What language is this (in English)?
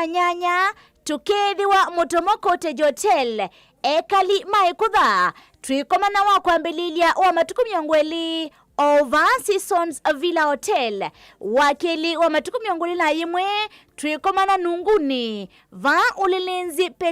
Kamba